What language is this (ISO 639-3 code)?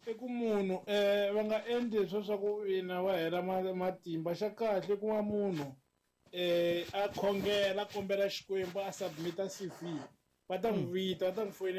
tso